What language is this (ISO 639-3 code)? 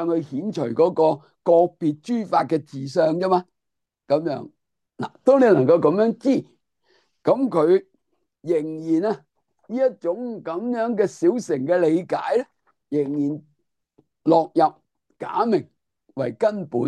yue